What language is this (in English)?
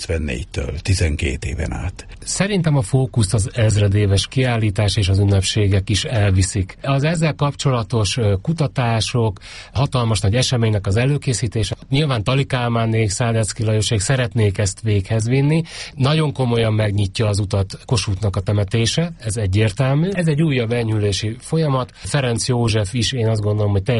Hungarian